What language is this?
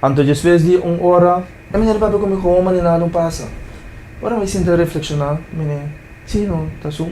Papiamento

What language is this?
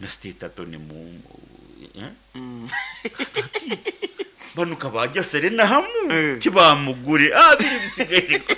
Nyoro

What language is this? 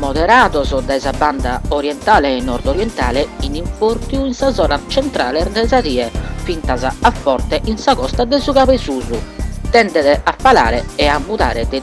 Sardinian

